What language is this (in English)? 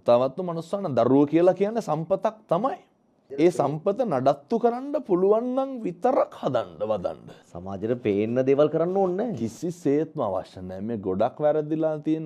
Sinhala